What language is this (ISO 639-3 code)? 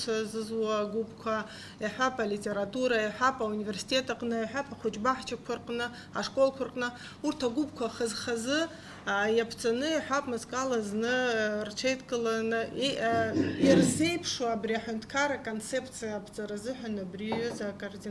abk